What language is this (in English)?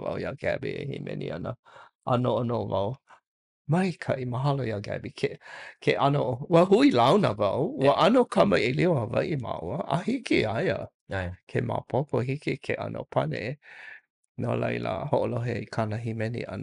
Hawaiian